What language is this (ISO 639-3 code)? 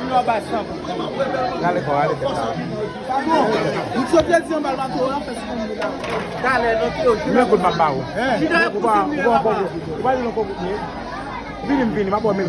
hat